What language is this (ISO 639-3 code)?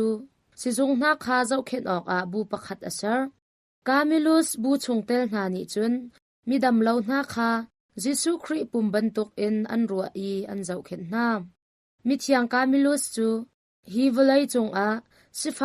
cnh